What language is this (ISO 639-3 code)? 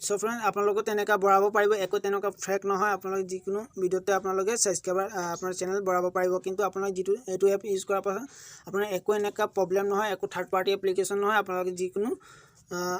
asm